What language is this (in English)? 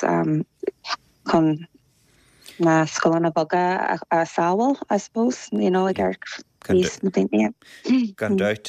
Irish